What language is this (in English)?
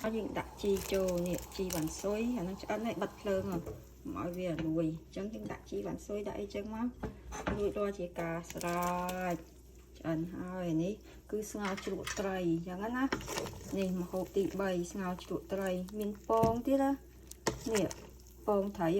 Khmer